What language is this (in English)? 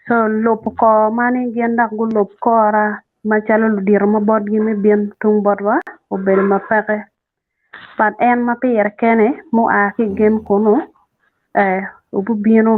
Acoli